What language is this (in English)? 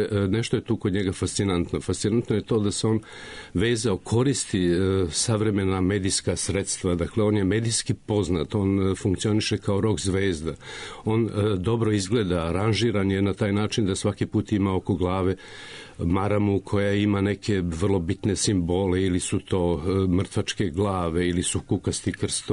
Serbian